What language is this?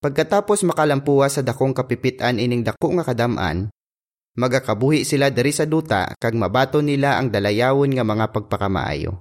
Hiligaynon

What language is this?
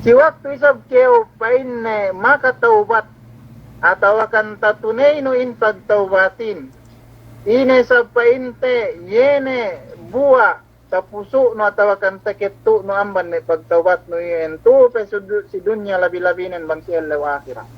Yakan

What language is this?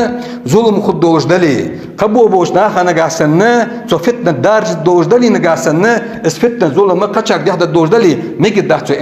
Ingush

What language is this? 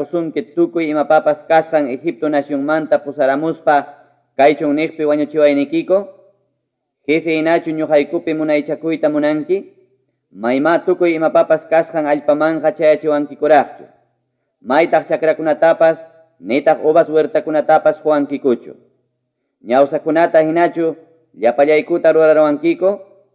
Ayacucho Quechua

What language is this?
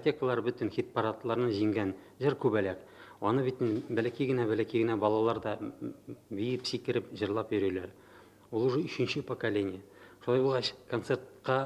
Tatar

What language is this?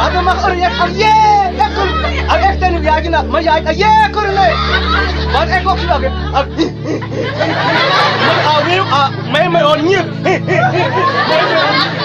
Mabaan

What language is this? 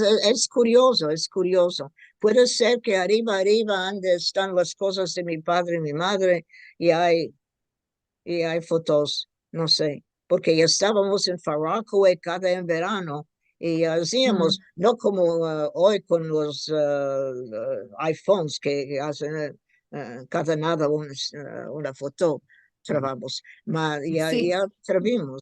Ladino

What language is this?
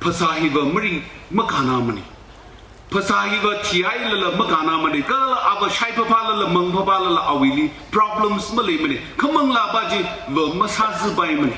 Tangkhul Naga (India)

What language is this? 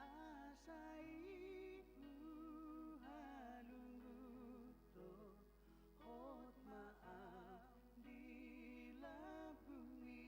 Batak Toba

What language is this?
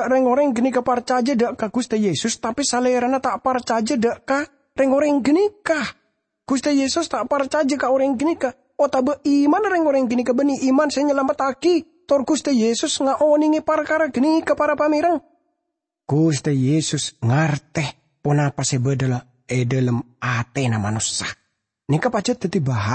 Madurese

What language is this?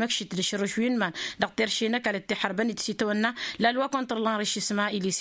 Tamasheq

